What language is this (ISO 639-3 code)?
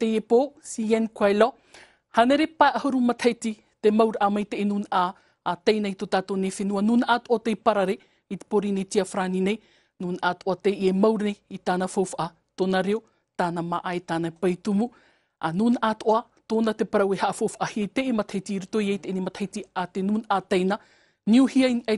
tah